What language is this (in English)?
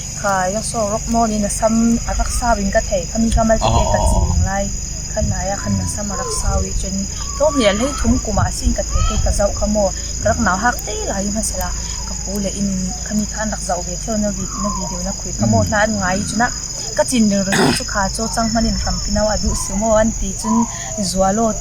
Falam Chin